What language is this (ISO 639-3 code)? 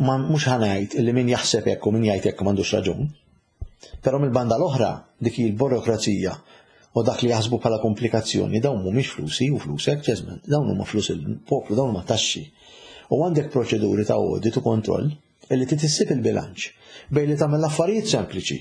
mlt